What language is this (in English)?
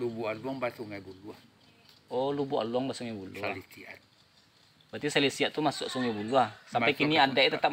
Minangkabau